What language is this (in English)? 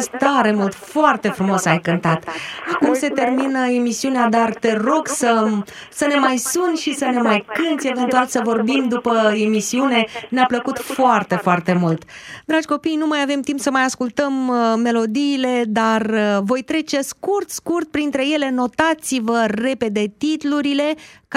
Romanian